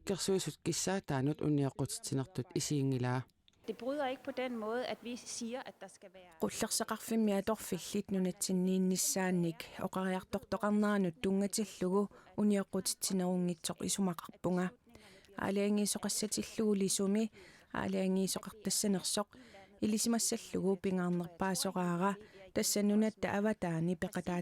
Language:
Kalaallisut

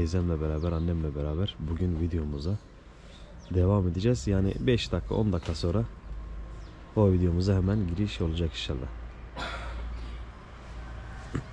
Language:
Turkish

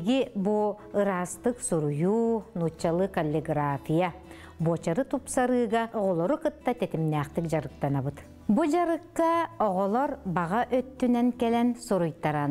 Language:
Yakut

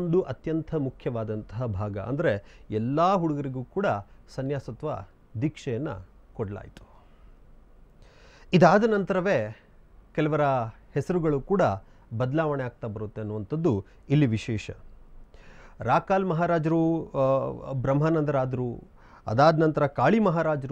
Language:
Kannada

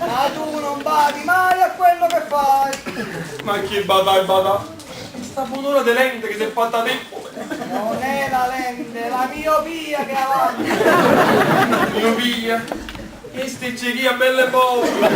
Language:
Neapolitan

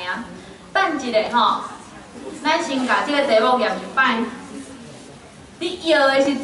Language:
Min Nan Chinese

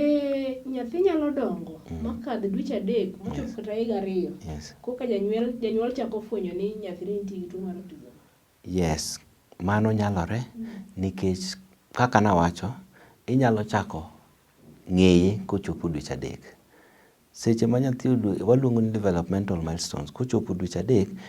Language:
Luo (Kenya and Tanzania)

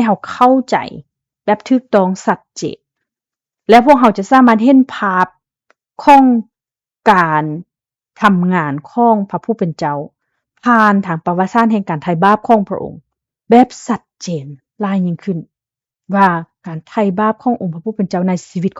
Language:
Lao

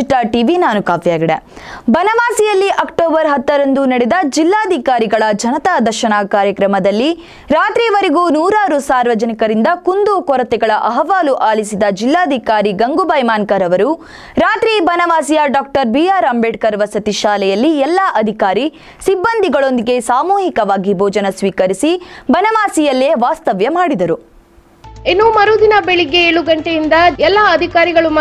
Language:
Kannada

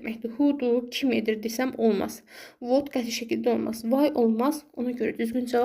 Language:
Azerbaijani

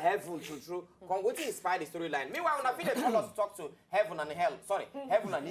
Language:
Nigerian Pidgin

